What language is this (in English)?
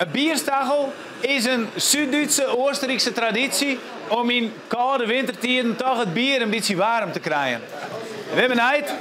Western Frisian